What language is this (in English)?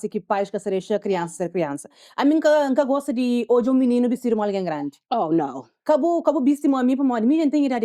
Kabuverdianu